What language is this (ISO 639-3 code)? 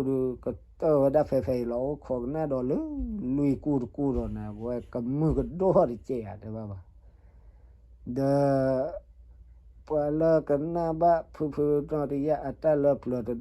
ksw